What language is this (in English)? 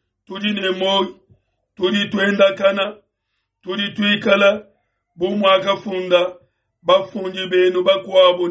Luba-Lulua